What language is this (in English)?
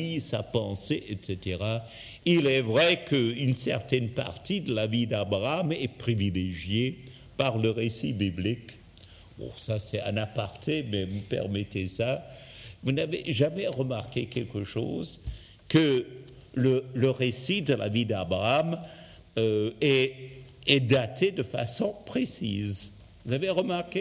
French